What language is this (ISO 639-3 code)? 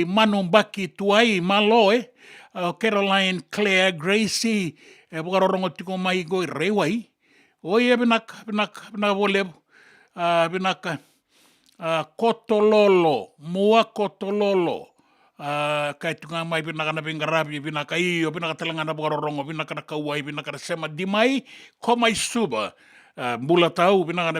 fij